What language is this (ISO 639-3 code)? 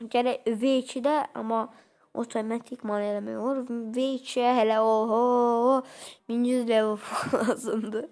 aze